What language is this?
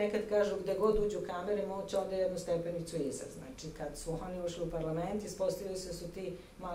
Serbian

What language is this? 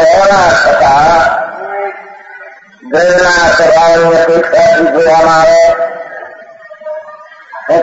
Gujarati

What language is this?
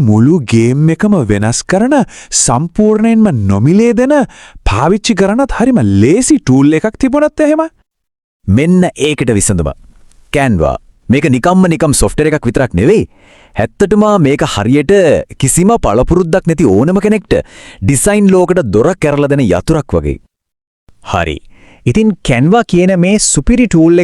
Sinhala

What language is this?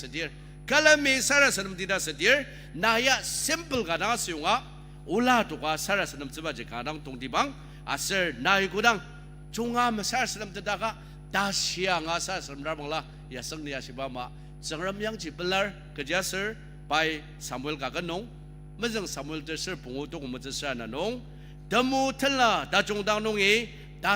Ao Naga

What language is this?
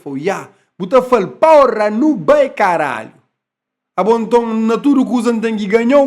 Kabuverdianu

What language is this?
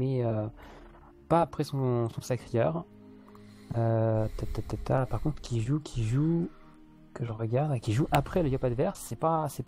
French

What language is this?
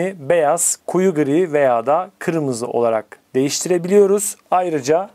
Turkish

